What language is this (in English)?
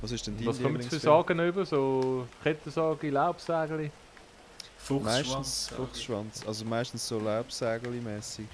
Swiss German